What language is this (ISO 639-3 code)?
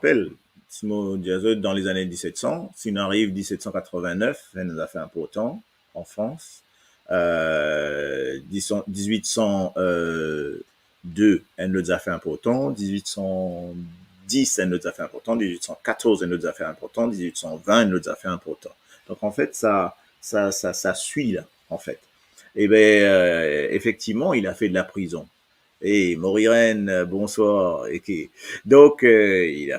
mfe